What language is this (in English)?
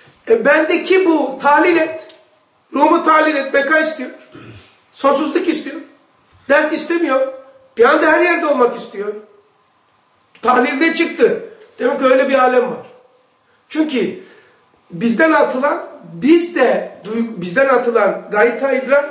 Turkish